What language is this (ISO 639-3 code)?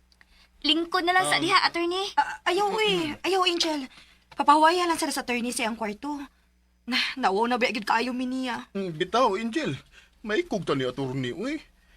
ceb